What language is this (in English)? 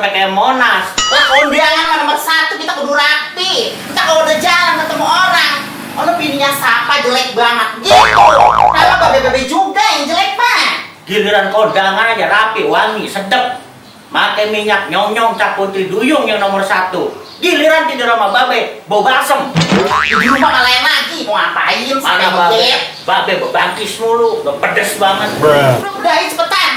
Betawi